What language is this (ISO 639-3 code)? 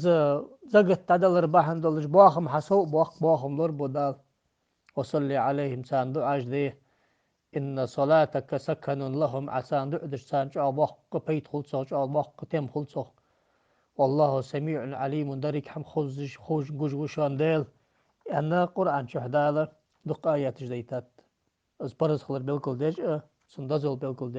inh